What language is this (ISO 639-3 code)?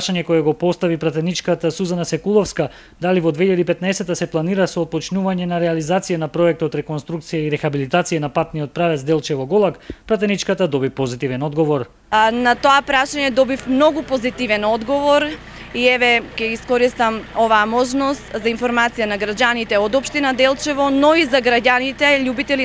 mkd